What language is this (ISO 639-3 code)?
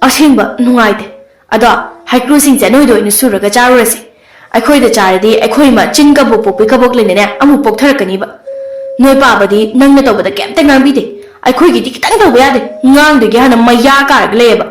mni